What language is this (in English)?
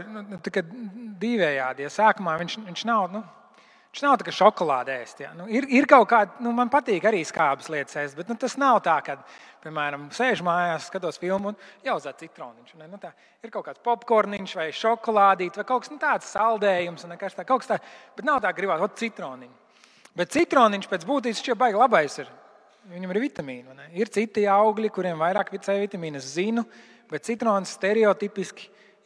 Latvian